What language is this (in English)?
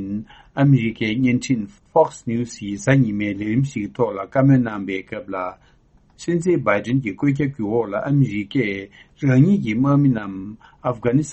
Tibetan